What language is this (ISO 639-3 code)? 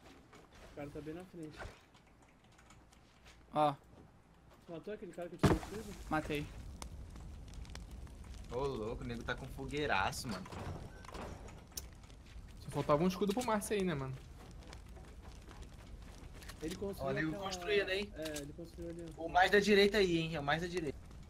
por